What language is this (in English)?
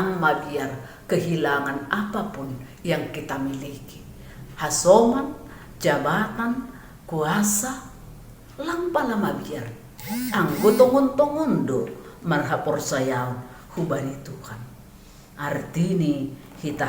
Batak Simalungun